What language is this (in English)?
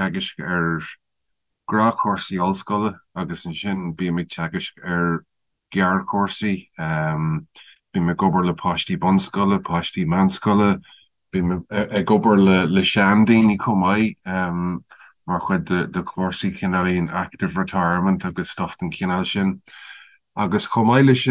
Irish